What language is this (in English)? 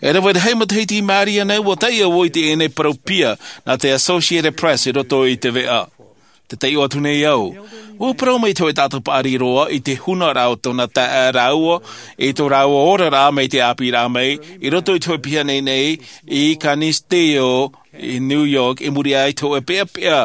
Tahitian